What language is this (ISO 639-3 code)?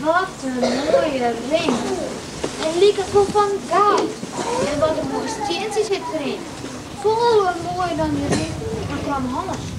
fry